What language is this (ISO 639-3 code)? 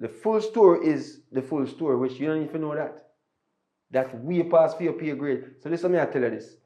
jam